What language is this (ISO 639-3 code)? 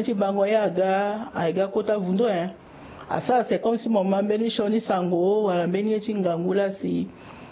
sag